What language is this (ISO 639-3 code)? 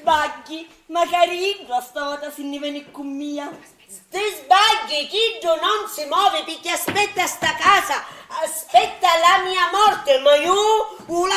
scn